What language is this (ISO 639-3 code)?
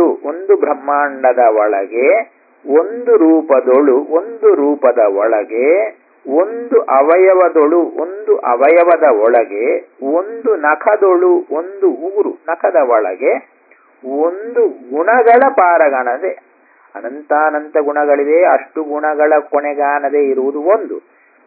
kan